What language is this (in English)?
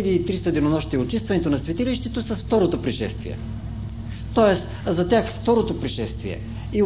Bulgarian